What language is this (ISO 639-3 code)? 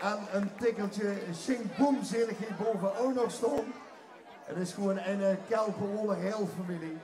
lim